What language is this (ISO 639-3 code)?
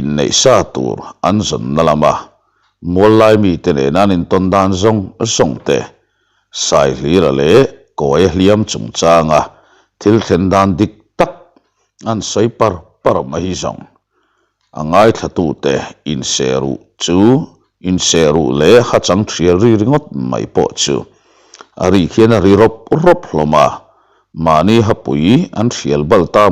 lus